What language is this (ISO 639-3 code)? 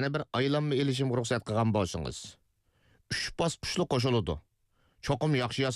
uig